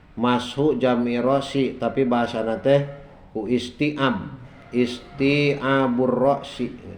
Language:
Sundanese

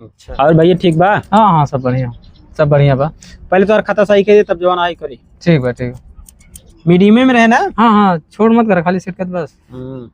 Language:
Awadhi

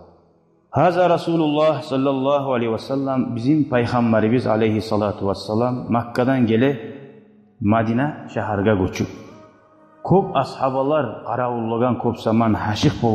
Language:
Kumyk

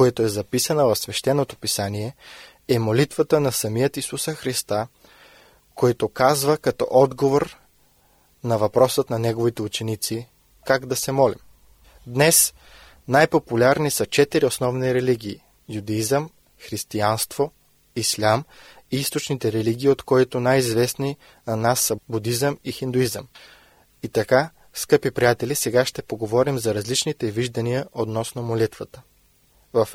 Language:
Bulgarian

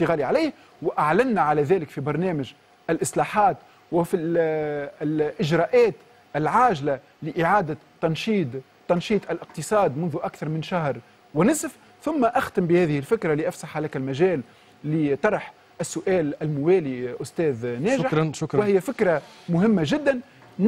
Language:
Tunisian Arabic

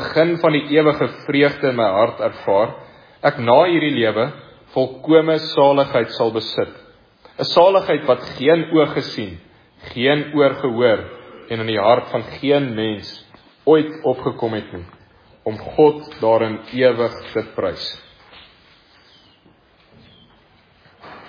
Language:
Afrikaans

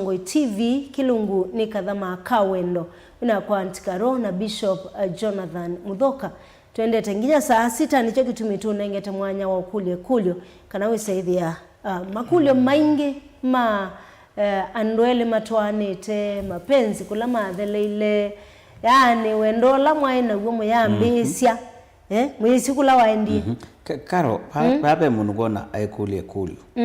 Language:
Kamba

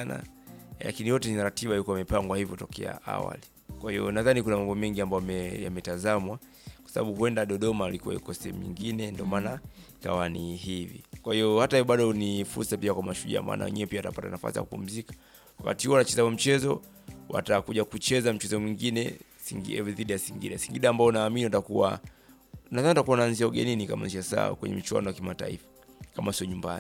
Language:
Swahili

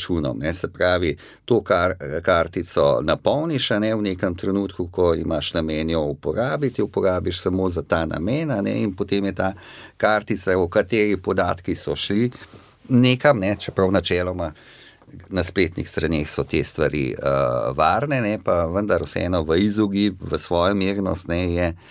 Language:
Slovenian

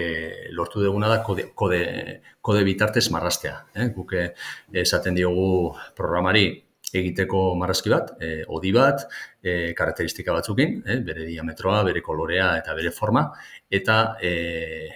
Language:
Basque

